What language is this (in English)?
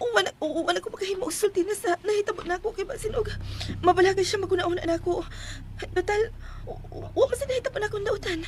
Cebuano